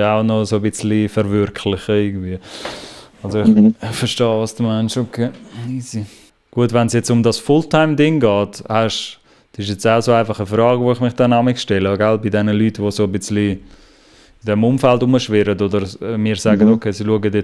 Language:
Swiss German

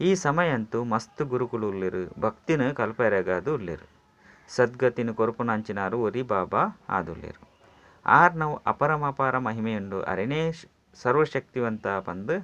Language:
Tulu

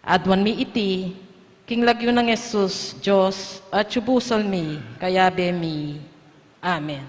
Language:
Pampanga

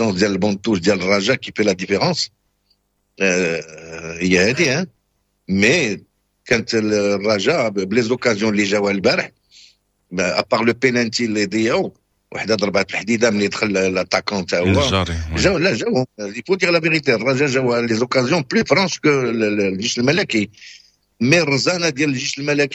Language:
Moroccan Arabic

